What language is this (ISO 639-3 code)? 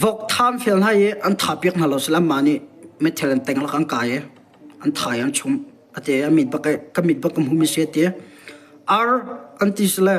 cnh